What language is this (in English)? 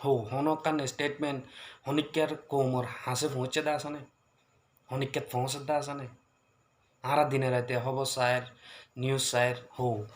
Rohingya